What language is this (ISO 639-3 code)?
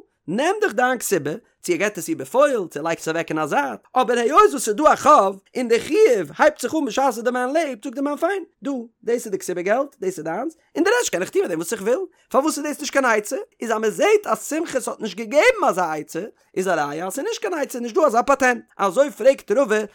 yid